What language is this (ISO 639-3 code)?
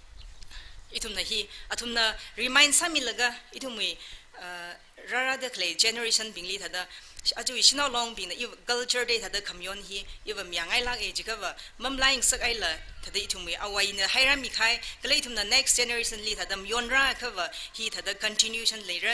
nmf